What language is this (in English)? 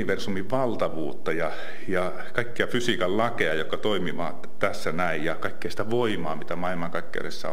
Finnish